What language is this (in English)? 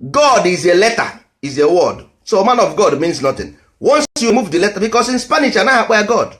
Igbo